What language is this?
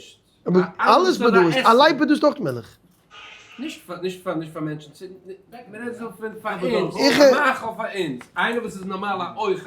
Yiddish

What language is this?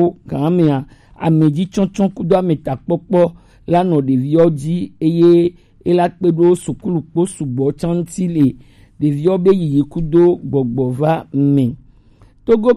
Gen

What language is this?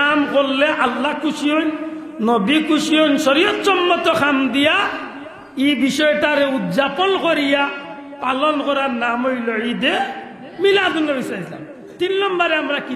Sylheti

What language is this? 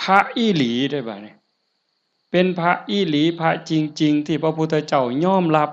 Lao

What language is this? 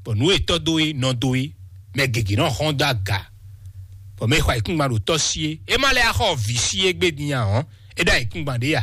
Fon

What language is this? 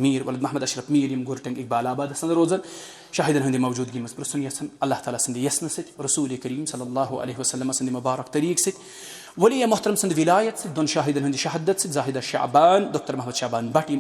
Kashmiri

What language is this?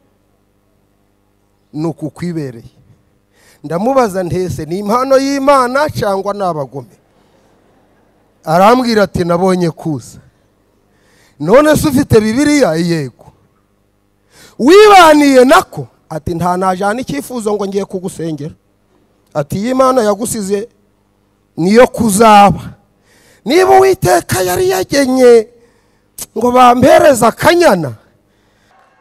Kinyarwanda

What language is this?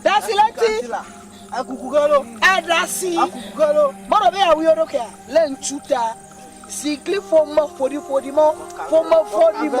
Ewe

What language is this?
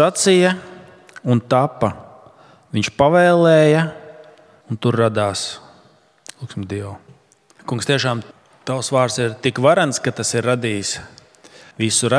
Latvian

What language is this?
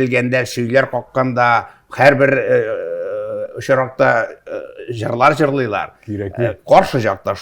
Tatar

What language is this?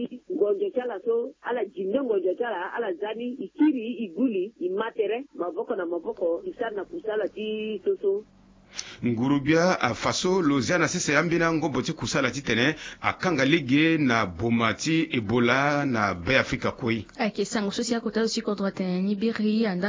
Sango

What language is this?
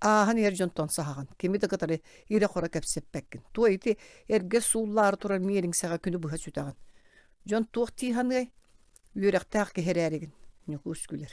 Yakut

